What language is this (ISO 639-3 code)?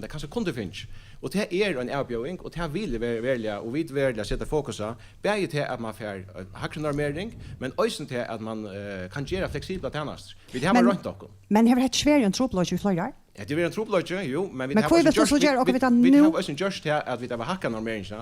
fao